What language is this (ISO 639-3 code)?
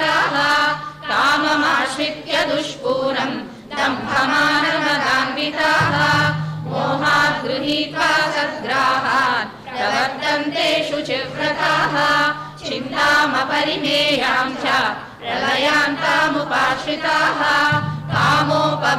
san